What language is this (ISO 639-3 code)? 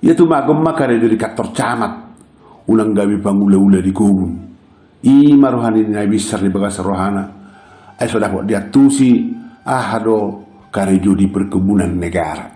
bbc